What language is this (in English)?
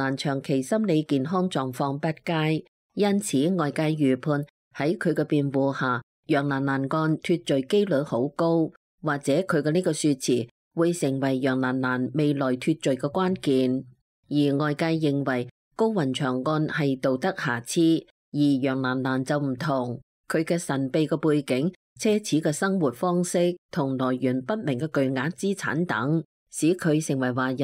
Cantonese